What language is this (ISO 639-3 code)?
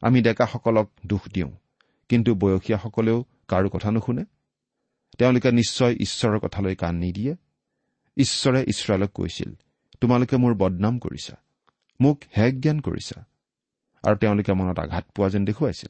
asm